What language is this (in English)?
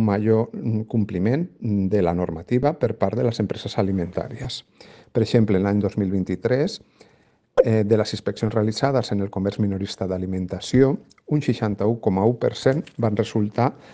Catalan